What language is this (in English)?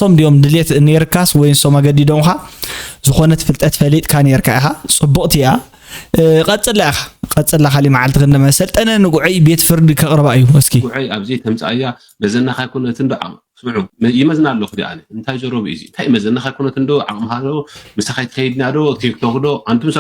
Tigrinya